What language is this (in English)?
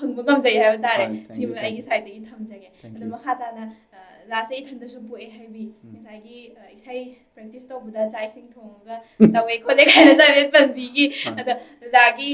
Manipuri